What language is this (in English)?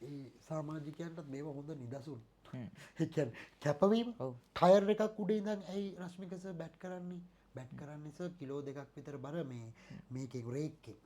Sinhala